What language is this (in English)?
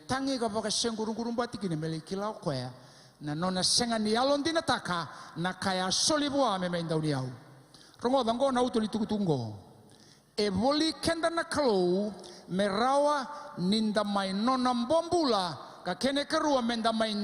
Fijian